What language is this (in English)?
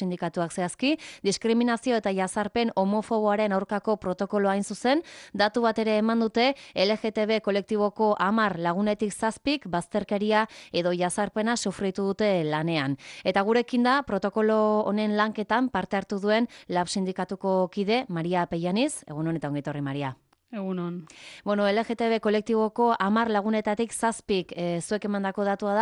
Basque